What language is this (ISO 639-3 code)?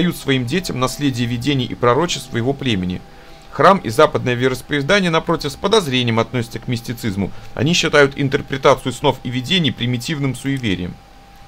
rus